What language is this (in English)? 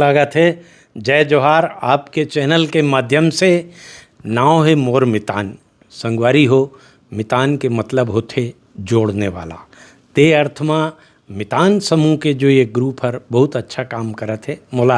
Chhattisgarhi